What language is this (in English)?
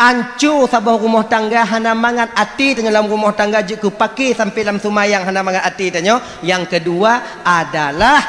Achinese